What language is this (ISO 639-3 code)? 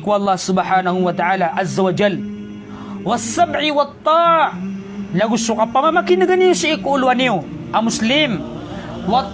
mrw